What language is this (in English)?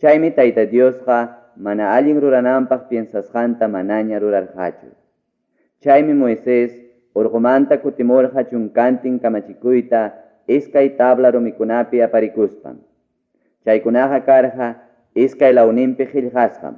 Ayacucho Quechua